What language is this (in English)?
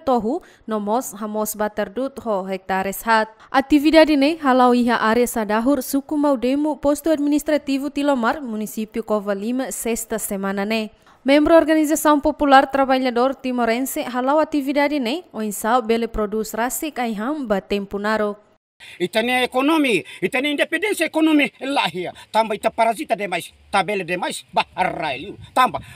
Tetum